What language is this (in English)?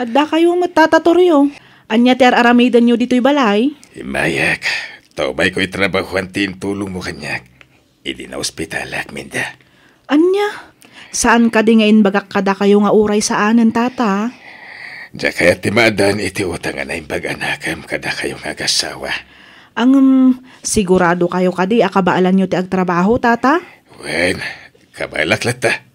Iloko